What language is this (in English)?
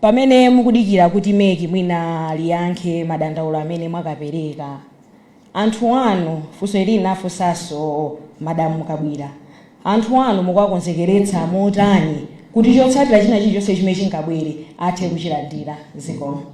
Nyanja